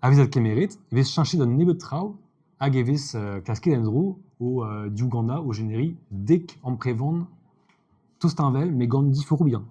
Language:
Breton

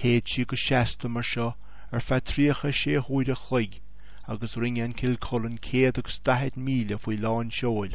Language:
Irish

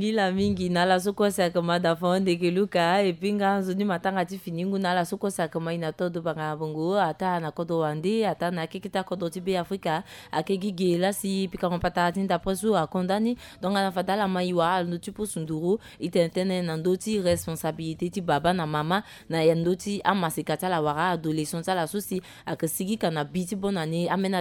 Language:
Sango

